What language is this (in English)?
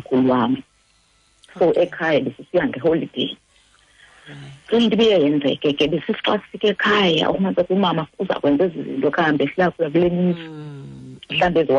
Xhosa